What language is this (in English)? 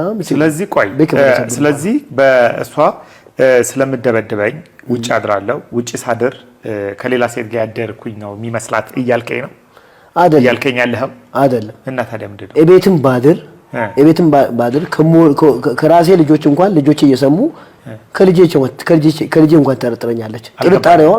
Amharic